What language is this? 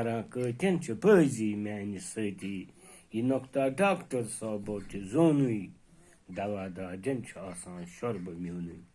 Kashmiri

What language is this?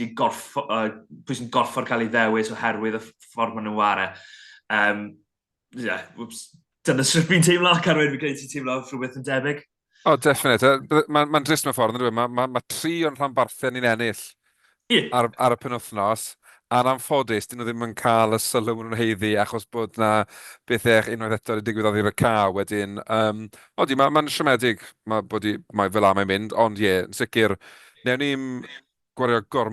Welsh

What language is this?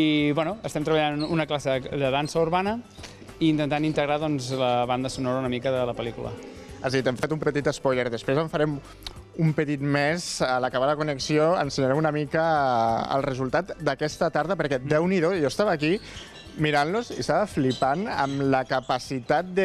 Catalan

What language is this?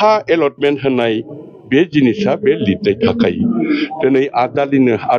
Bodo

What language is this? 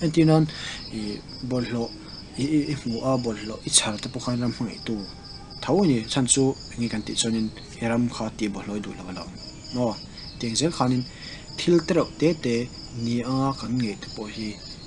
Mizo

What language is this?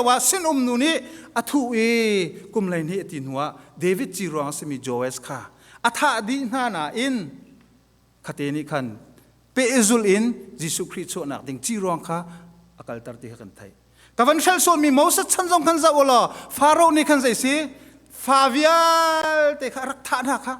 Hakha Chin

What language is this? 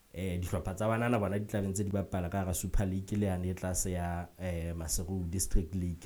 Southern Sotho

